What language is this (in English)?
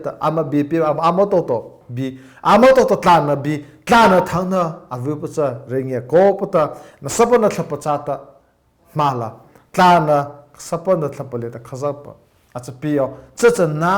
Mara Chin